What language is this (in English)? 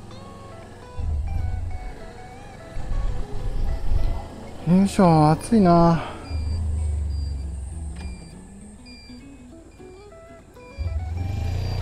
Japanese